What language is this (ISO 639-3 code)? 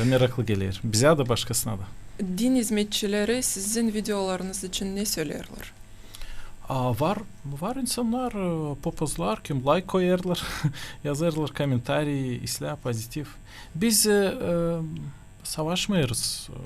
gag